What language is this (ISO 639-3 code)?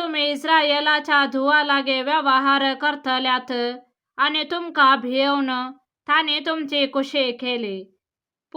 kok